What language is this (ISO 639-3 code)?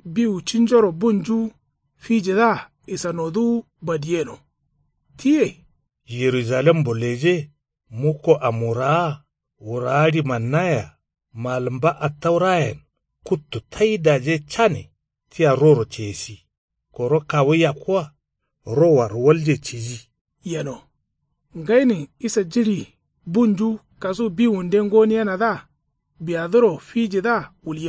kau